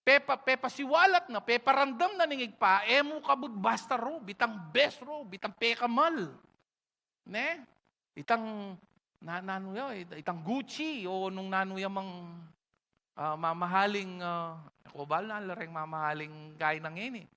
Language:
Pampanga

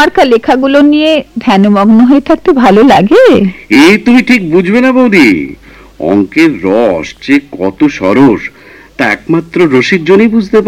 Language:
Bangla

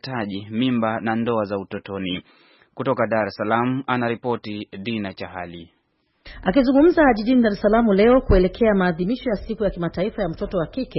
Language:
Swahili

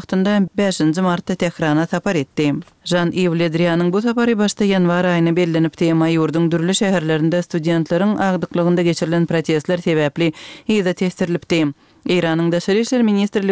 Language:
Kyrgyz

